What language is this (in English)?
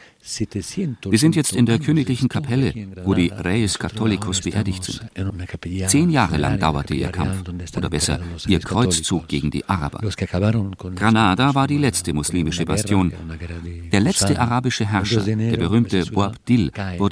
German